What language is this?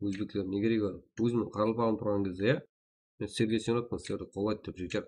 Kara-Kalpak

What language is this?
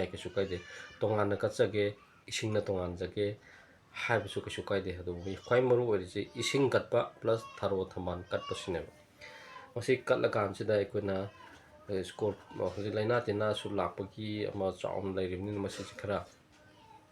Manipuri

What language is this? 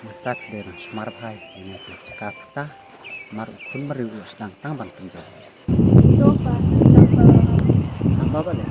Khasi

